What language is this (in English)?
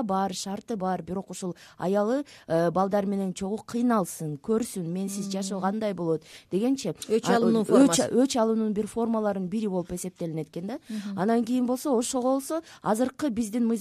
Kyrgyz